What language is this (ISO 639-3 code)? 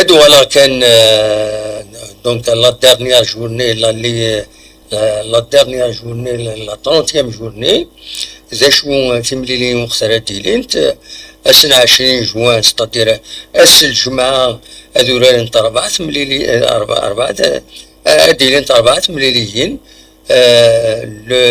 kab